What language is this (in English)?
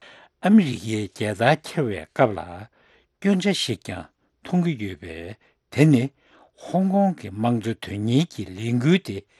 Tibetan